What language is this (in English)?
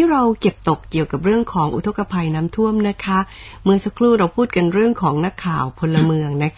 Thai